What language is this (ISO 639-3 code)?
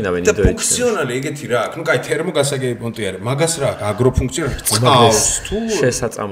kat